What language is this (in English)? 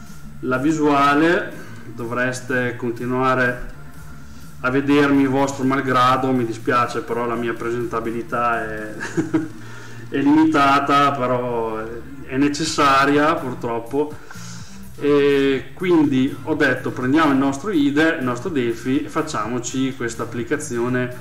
Italian